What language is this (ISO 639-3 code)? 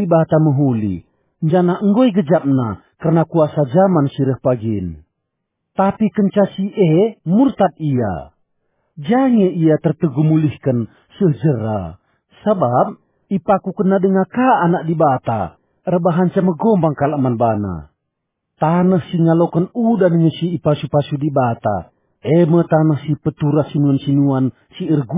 btx